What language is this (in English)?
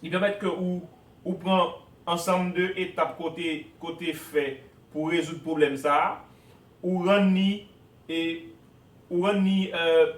Haitian Creole